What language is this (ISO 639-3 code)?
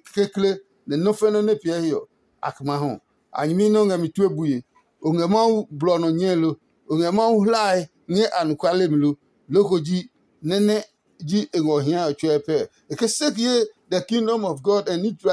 ada